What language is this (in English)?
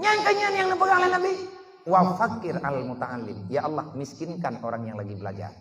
Achinese